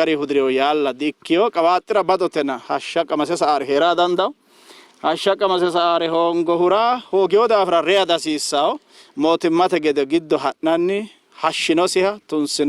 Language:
Sidamo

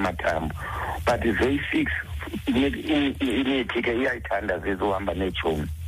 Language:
Xhosa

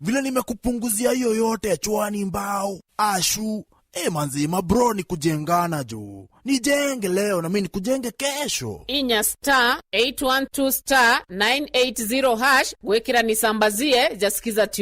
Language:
Meru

